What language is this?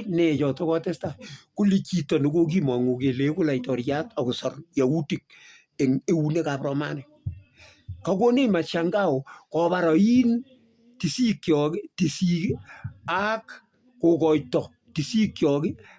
Kalenjin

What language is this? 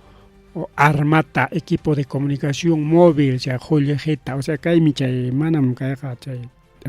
Ayacucho Quechua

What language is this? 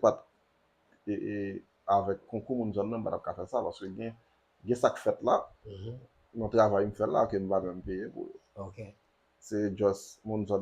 Haitian Creole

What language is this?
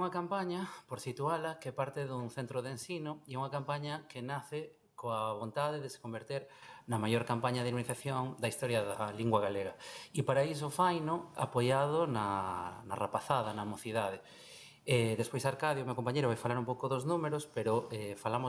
Galician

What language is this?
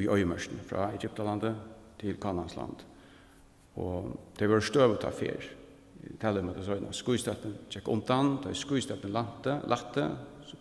Faroese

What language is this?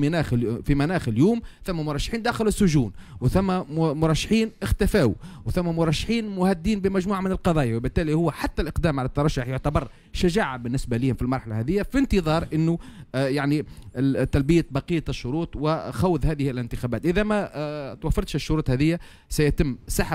Tunisian Arabic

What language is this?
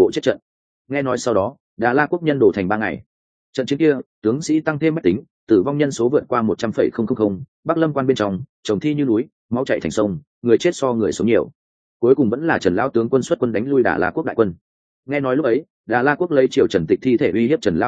Vietnamese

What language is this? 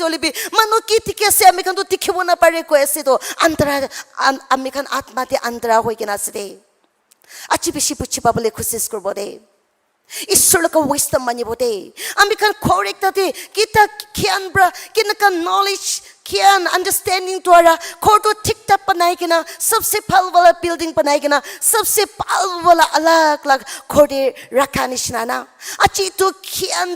Naga Pidgin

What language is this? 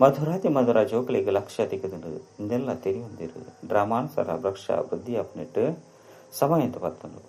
Tulu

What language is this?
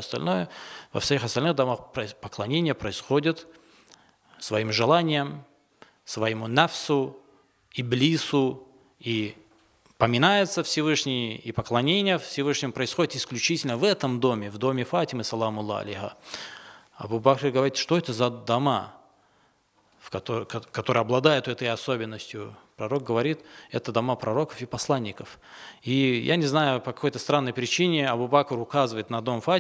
Russian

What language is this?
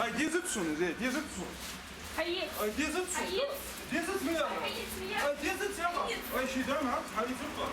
Ingush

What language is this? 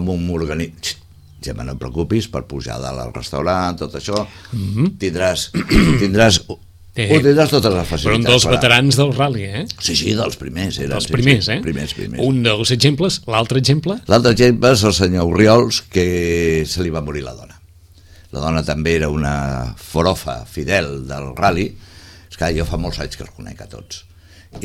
Catalan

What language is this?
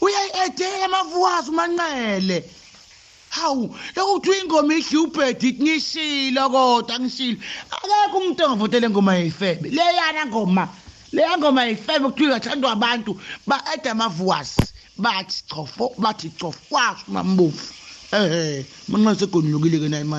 Zulu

